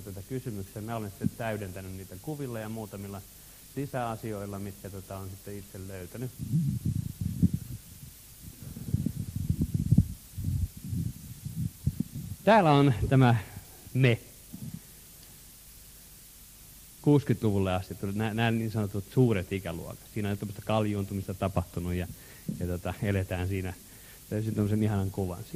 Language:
Finnish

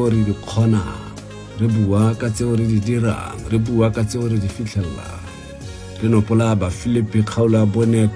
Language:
Tswana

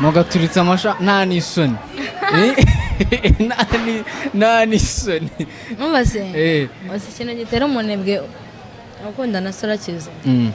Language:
Kinyarwanda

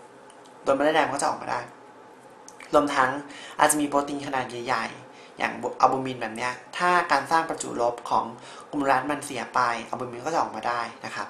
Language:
Thai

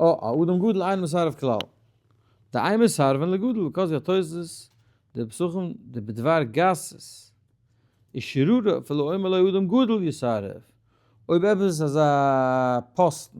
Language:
Yiddish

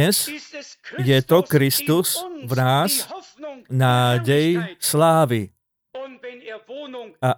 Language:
Slovak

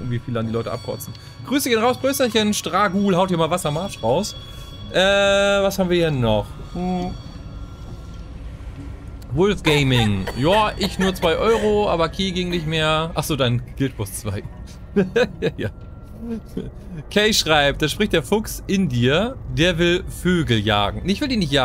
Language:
German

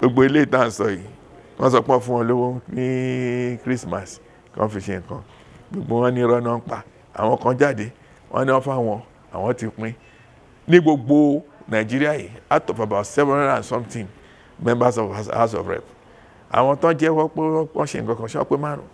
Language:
Yoruba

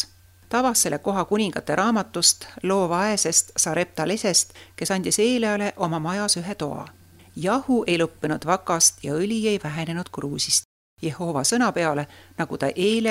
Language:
Estonian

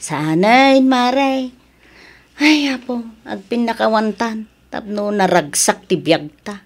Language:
Iloko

